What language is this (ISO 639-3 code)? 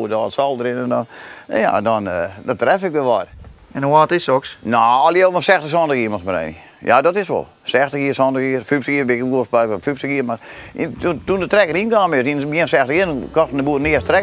fry